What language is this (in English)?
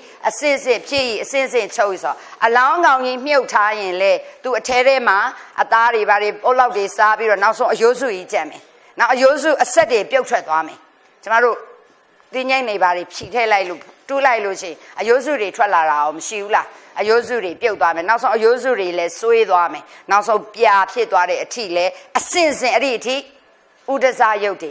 Burmese